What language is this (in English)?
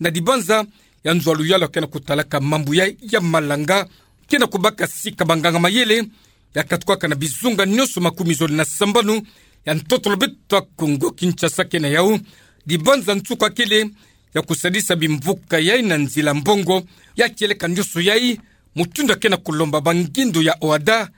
Kituba (Democratic Republic of Congo)